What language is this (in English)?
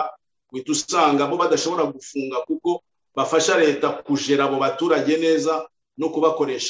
Kinyarwanda